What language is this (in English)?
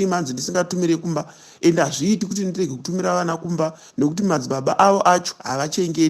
Shona